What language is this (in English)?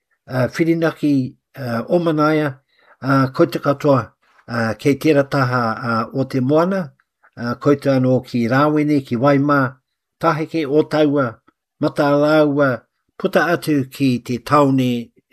Māori